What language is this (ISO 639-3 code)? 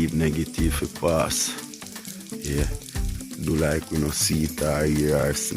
jam